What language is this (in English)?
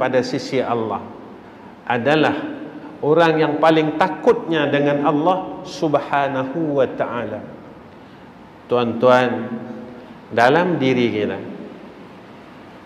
Malay